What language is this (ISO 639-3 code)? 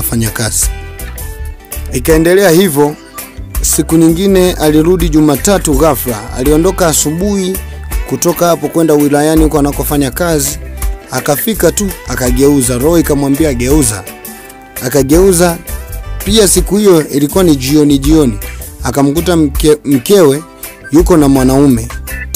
swa